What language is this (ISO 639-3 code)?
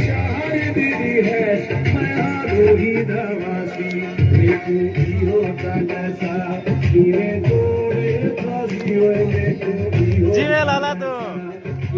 skr